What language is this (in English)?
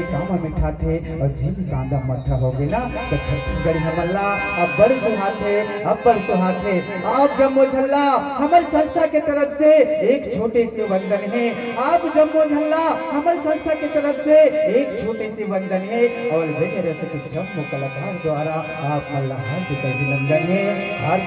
Chhattisgarhi